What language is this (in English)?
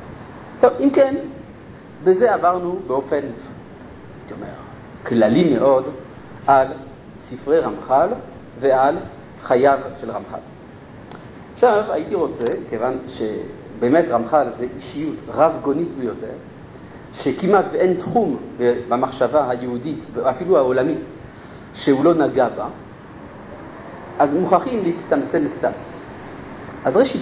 Hebrew